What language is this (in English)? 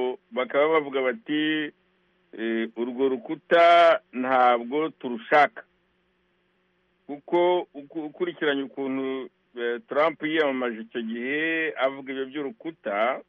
Kinyarwanda